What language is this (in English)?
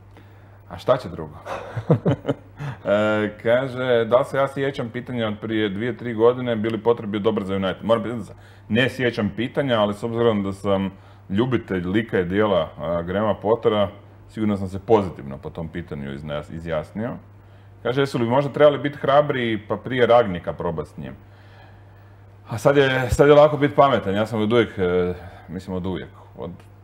Croatian